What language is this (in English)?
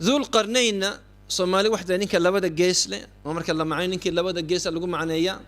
Somali